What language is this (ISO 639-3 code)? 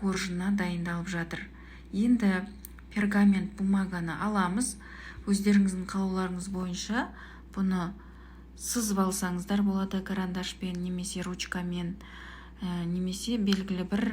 kaz